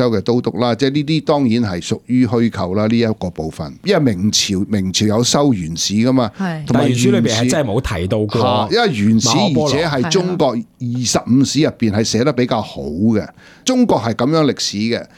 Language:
Cantonese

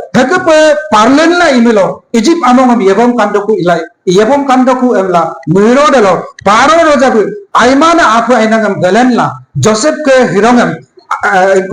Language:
Adi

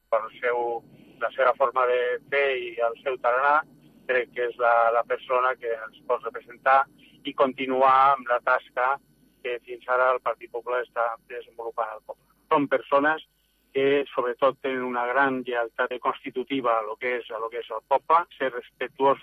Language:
Catalan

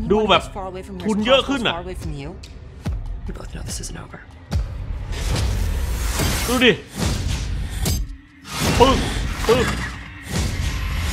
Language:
Thai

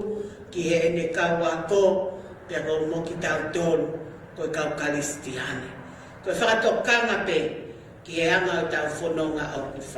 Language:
Tongan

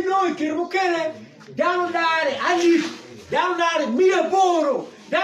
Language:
Acoli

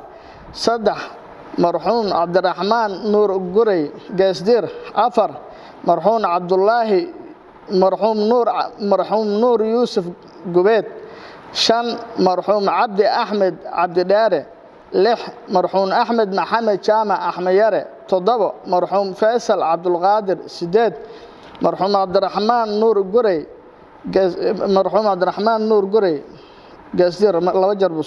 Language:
Somali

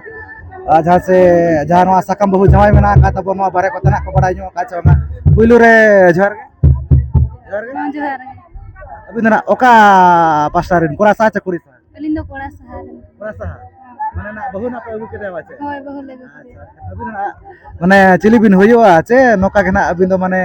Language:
Santali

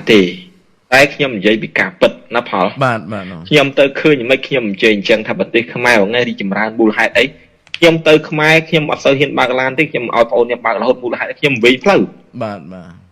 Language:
Khmer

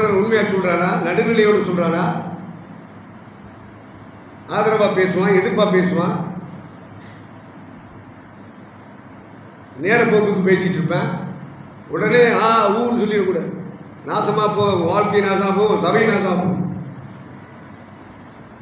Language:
Tamil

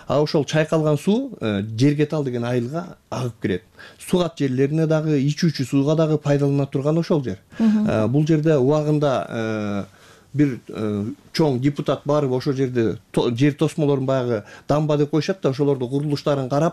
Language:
Kyrgyz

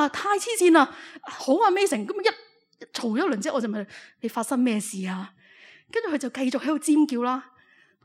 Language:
Cantonese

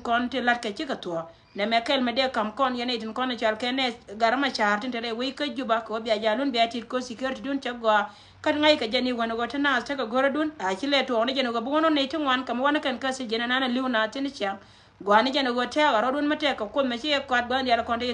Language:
Nuer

